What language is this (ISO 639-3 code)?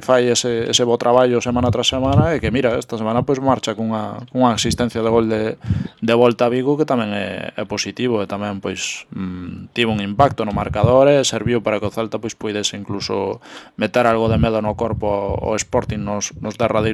glg